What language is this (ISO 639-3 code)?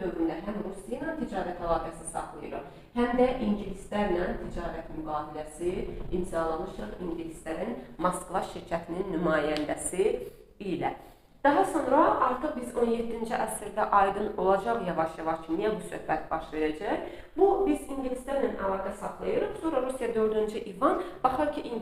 aze